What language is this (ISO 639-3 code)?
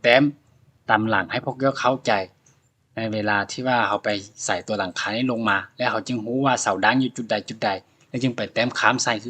lao